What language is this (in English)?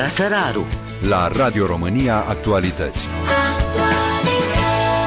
Romanian